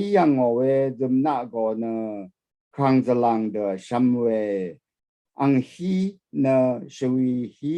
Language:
Rawang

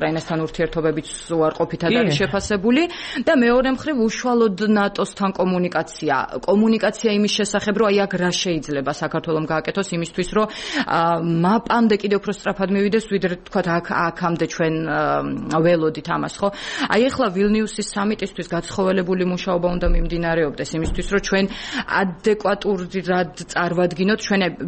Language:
Georgian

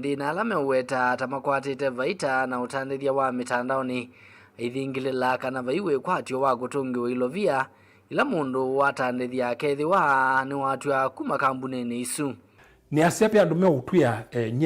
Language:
Kamba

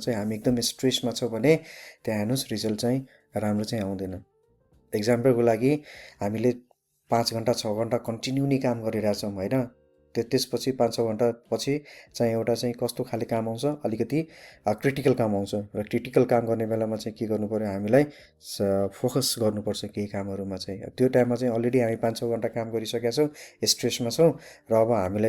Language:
Nepali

